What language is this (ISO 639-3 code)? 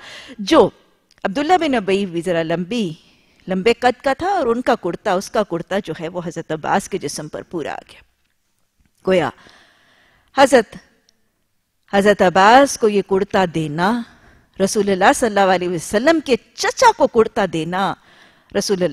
urd